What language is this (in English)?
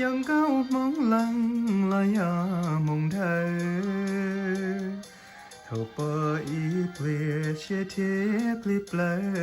Hmong